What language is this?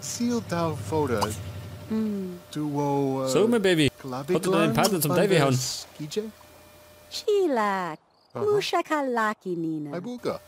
Bavarian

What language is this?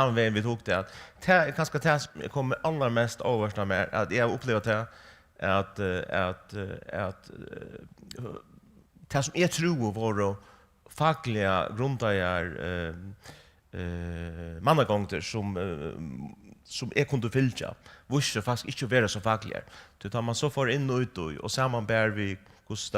Faroese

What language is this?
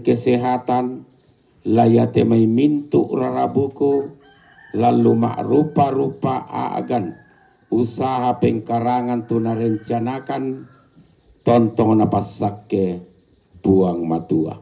Toraja-Sa'dan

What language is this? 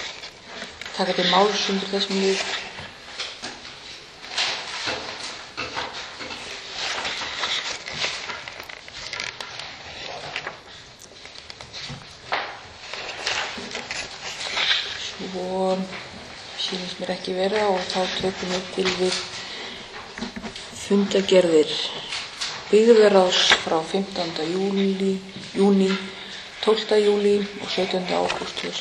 Icelandic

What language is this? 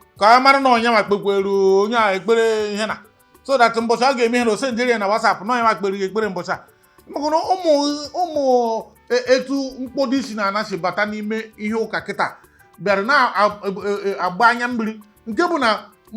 Igbo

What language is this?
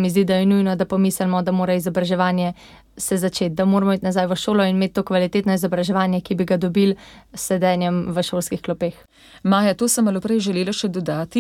Slovenian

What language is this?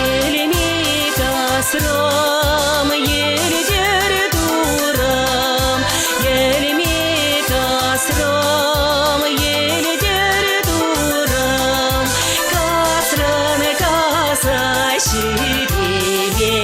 Chuvash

